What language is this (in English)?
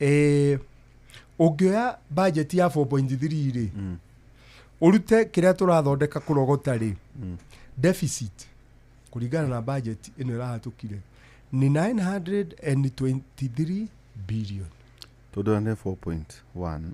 Kikuyu